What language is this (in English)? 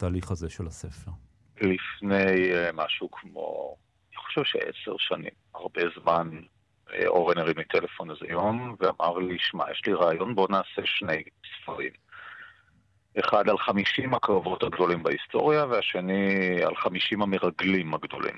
Hebrew